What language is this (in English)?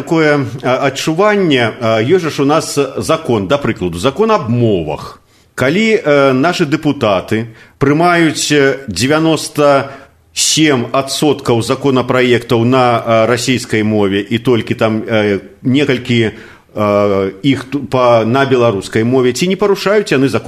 Belarusian